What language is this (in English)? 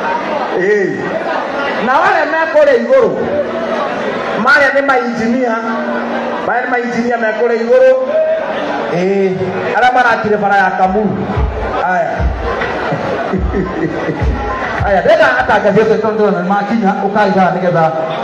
Kikuyu